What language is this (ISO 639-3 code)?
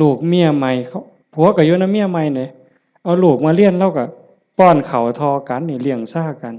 tts